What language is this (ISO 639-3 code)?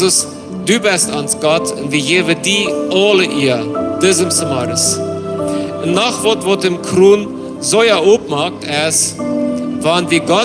pdt